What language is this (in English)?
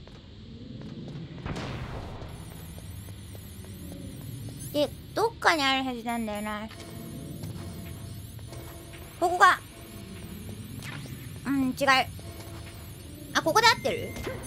Japanese